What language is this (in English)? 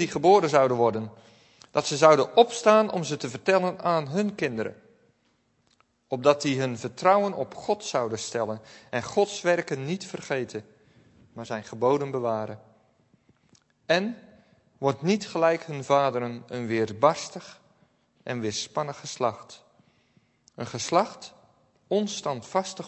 Dutch